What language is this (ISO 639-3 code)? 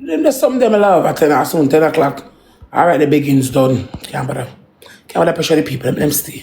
jam